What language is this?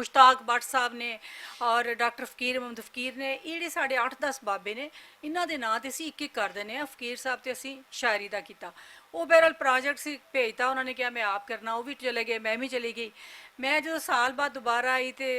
Western Panjabi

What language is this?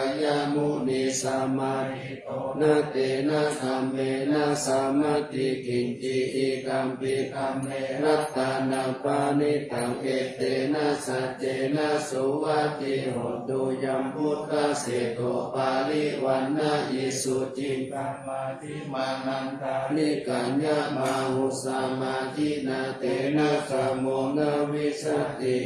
Pali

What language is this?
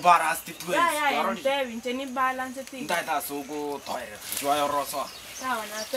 Gusii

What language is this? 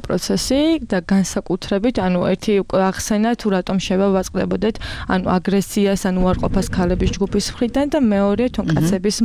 Georgian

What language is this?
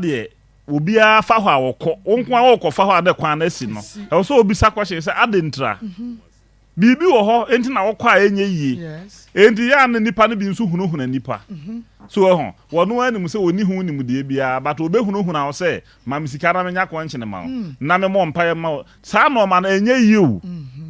Akan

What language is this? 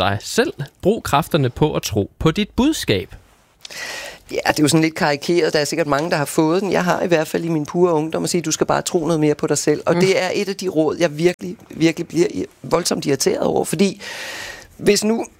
Danish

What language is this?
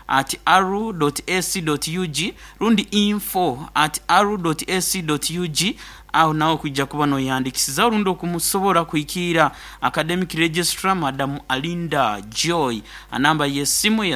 Nyoro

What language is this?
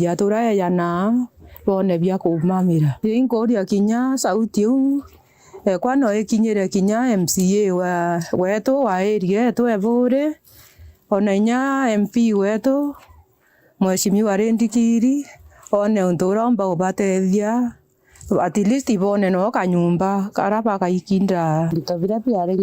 Meru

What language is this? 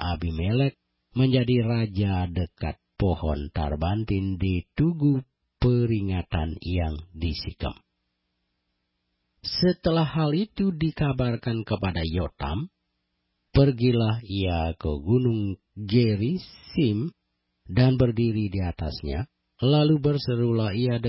Indonesian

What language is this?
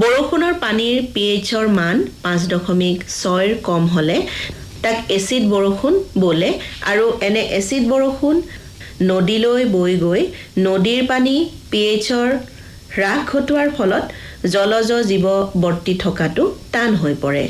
Assamese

